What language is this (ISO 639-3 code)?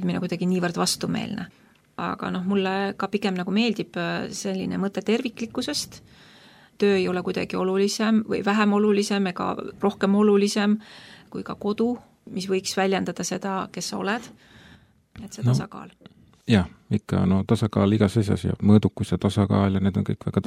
est